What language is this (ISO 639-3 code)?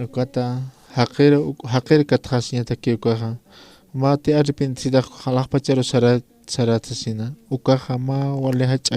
aym